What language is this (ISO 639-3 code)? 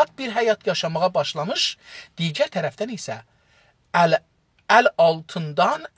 azb